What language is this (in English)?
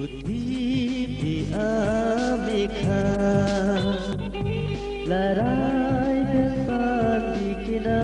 Naga Pidgin